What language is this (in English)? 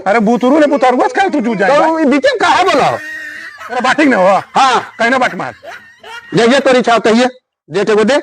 Magahi